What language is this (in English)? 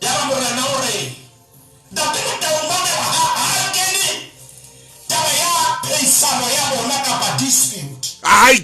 Southern Sotho